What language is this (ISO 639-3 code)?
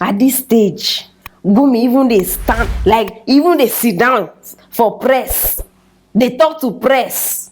pcm